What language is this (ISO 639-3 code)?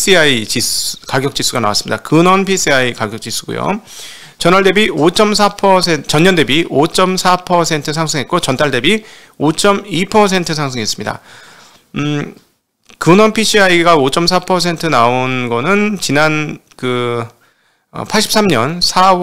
kor